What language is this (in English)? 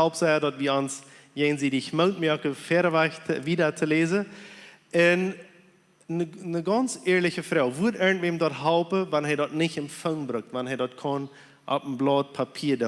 Plautdietsch